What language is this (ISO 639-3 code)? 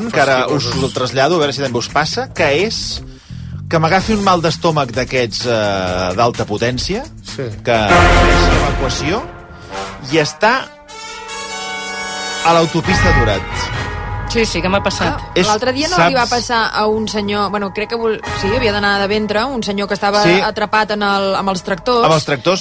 cat